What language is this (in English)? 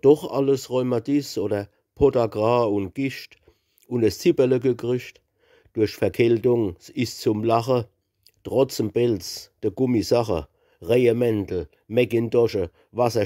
Palatine German